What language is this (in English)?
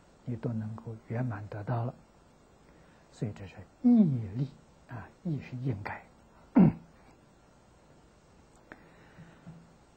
Chinese